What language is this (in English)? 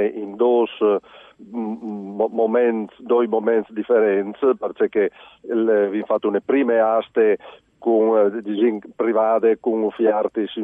Friulian